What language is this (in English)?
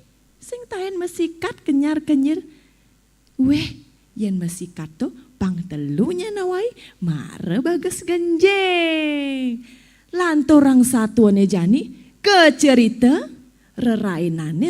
Balinese